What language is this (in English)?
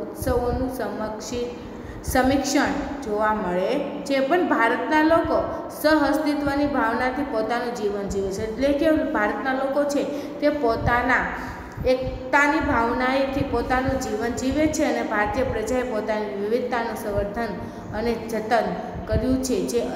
Gujarati